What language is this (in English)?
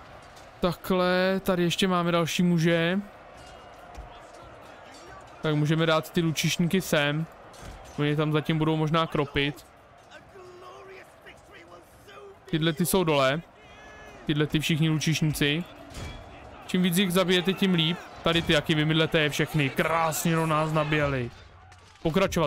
Czech